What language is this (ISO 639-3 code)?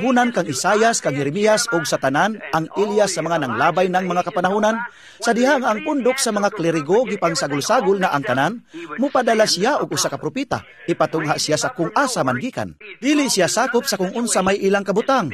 ceb